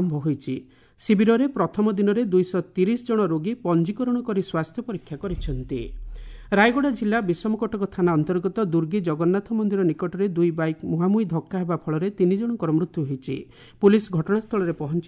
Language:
Odia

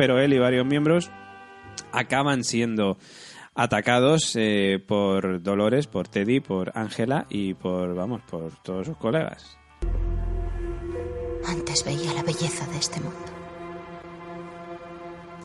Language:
Spanish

